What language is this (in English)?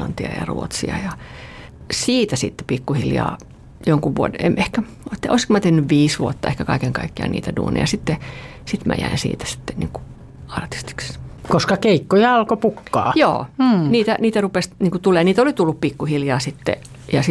Finnish